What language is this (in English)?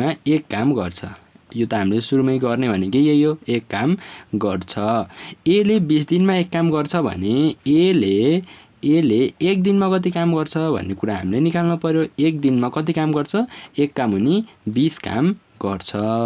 Nepali